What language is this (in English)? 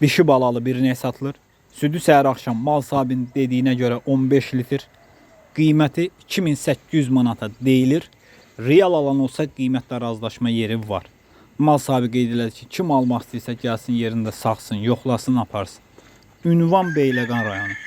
Azerbaijani